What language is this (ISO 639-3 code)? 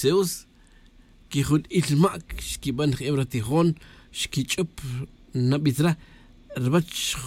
tzj